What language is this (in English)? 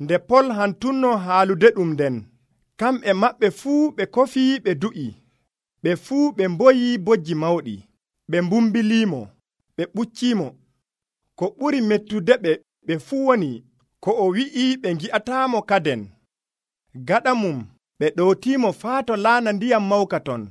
Nigerian Fulfulde